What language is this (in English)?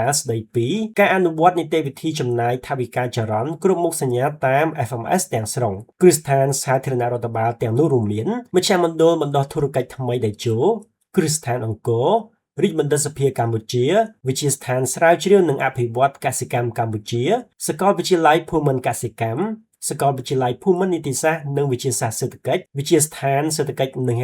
Khmer